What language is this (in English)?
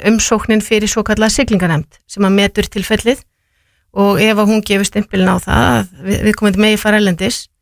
Icelandic